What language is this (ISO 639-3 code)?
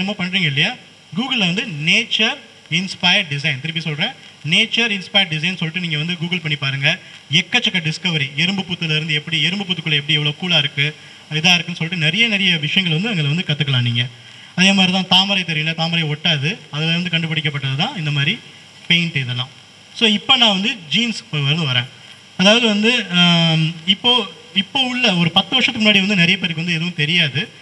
tam